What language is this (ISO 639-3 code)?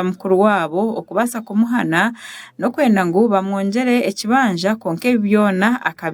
nyn